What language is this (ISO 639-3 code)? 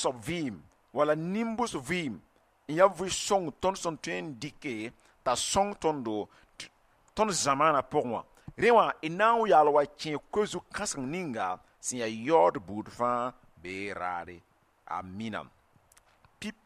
mos